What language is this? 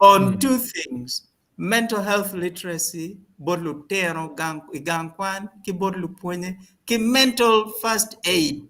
Acoli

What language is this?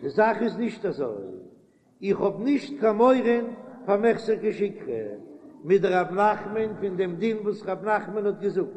Yiddish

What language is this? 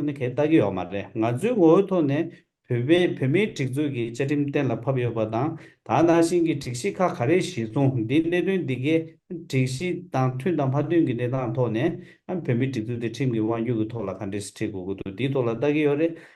Tibetan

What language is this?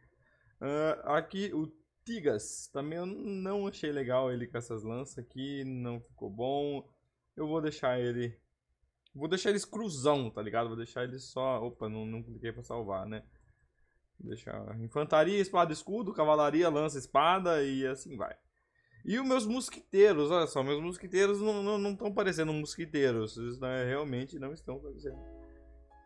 Portuguese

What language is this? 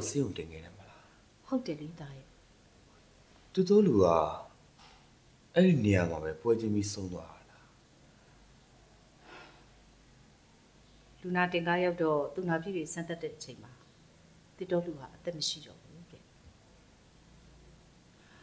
Burmese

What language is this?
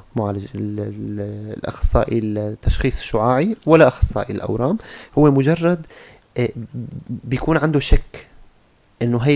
North Levantine Arabic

